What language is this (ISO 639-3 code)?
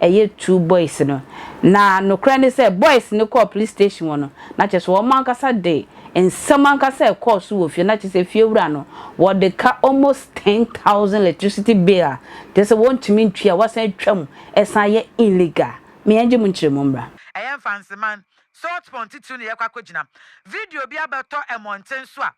aka